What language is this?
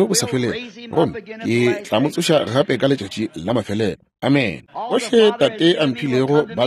Northern Sotho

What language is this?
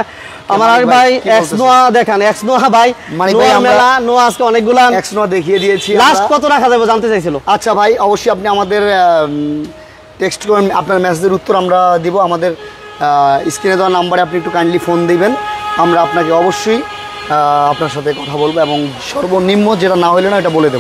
Bangla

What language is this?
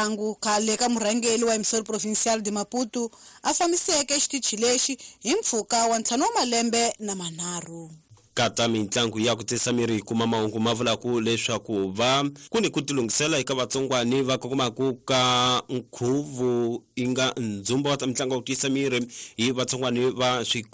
Tsonga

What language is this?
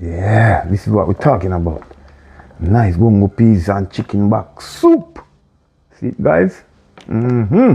Jamaican Creole English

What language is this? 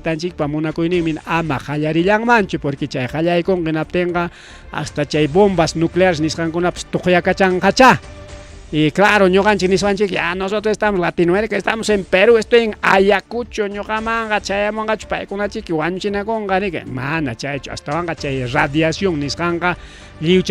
Ayacucho Quechua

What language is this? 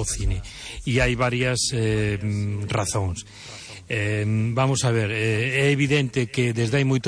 Galician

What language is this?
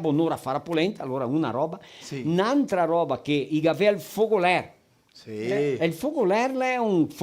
Venetian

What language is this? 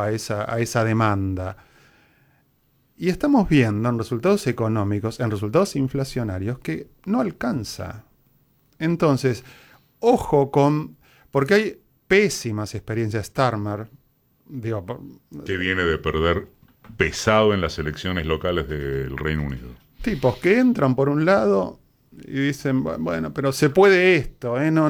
Spanish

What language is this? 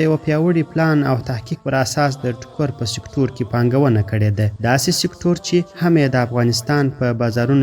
Pashto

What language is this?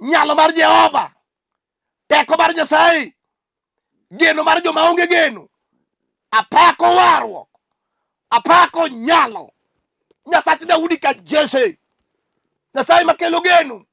Luo (Kenya and Tanzania)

